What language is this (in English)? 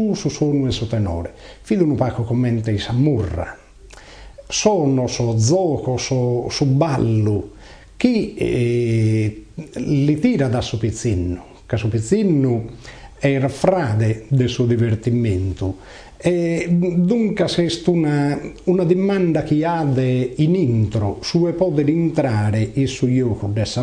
Sardinian